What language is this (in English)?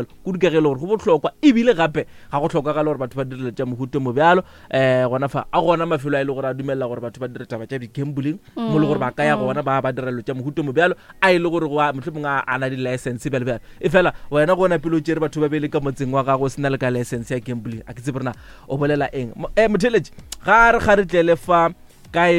Northern Sotho